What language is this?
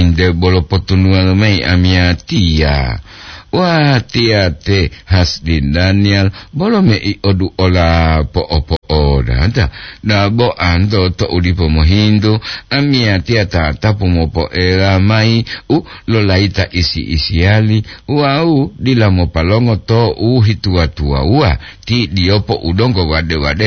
Gorontalo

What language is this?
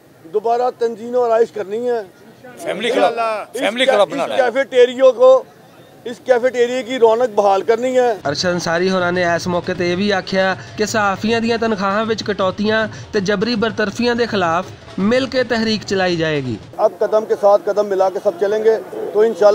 Western Panjabi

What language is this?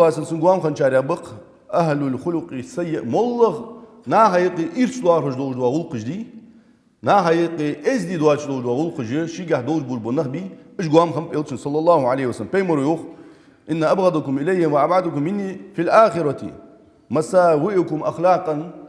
Ingush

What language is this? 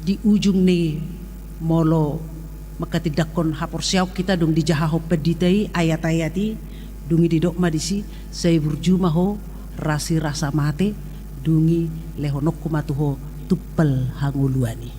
Batak Toba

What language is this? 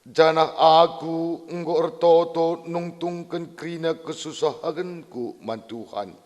Batak Karo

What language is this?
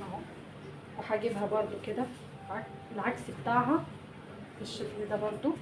Egyptian Arabic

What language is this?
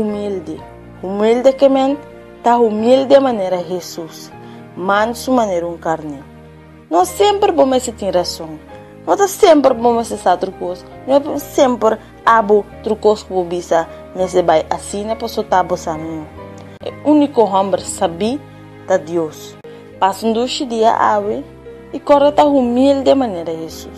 Papiamento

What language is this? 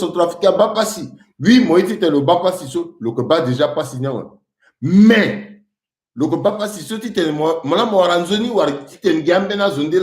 Sango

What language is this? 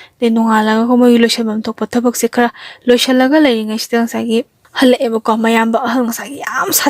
Manipuri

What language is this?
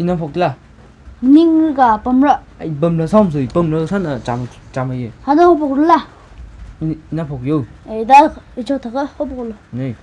Tangkhul Naga (India)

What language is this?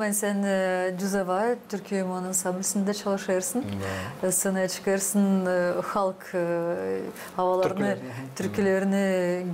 Gagauz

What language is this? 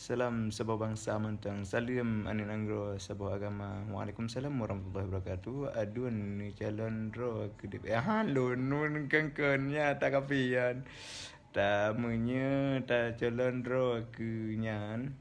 Achinese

